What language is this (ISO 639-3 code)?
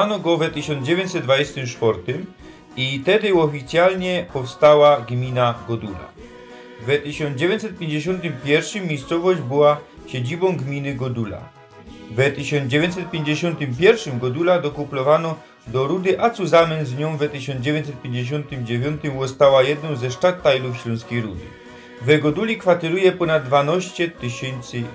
szl